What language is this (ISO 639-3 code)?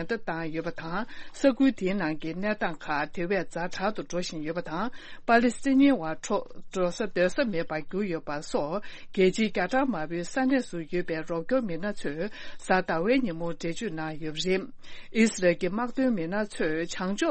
bod